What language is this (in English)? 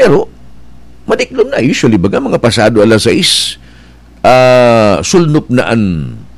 Bikol